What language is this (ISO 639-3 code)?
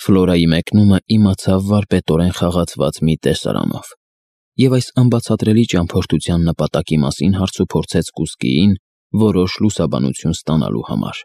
hye